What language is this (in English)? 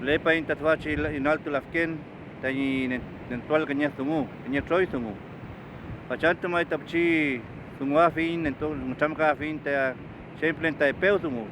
Mapuche